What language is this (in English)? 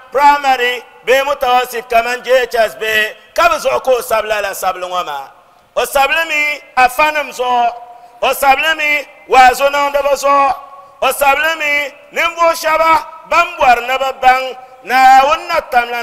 Dagbani